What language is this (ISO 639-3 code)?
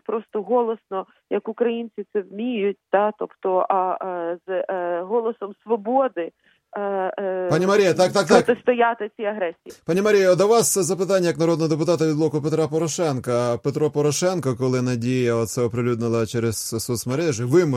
ukr